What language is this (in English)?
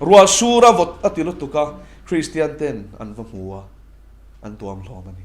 Mizo